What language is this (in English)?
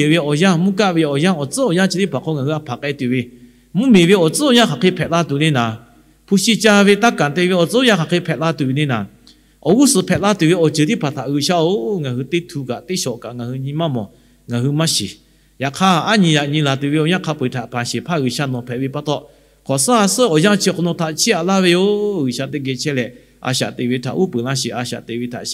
Lahu